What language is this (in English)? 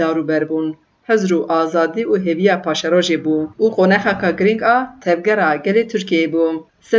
Kurdish